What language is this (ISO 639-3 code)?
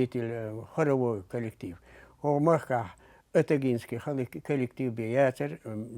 che